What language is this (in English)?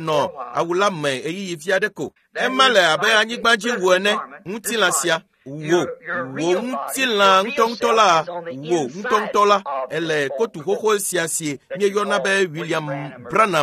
Ewe